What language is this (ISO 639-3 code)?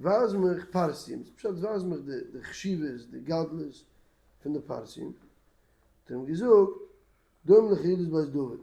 yid